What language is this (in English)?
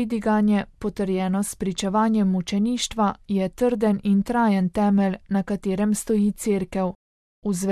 Slovenian